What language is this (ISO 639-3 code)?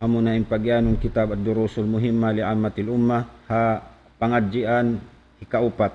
tsg